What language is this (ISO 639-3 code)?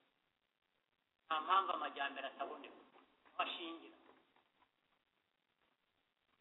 kin